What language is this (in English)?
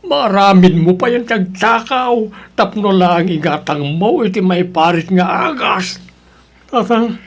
Iloko